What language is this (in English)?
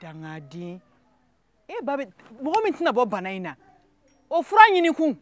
Bambara